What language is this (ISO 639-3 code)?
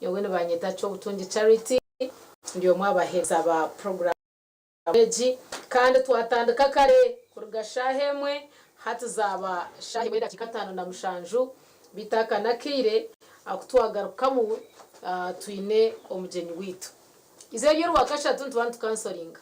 nyn